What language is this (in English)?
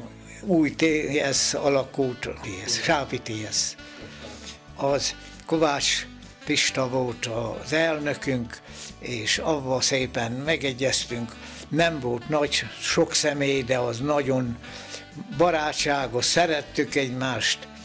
Hungarian